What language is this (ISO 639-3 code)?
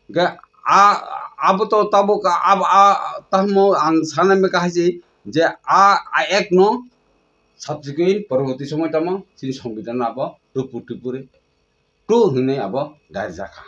trp